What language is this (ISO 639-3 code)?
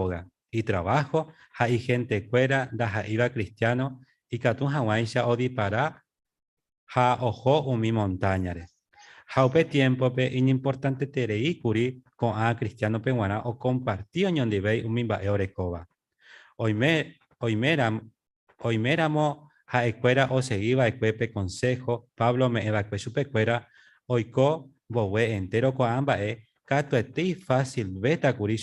grn